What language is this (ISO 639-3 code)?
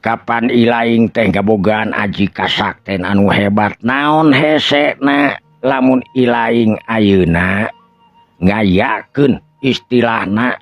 sun